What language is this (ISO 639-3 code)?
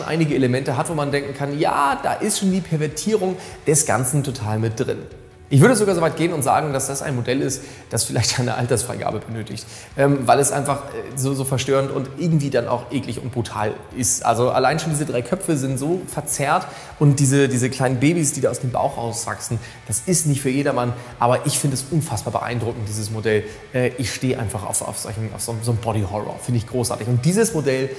deu